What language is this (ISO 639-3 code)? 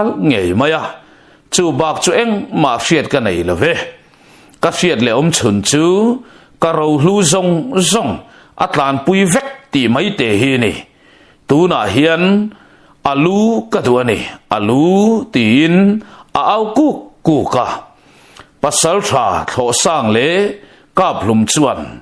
lus